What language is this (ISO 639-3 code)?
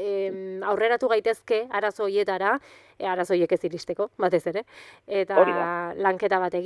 eus